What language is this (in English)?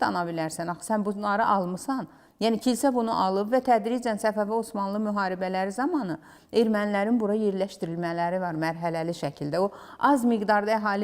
Azerbaijani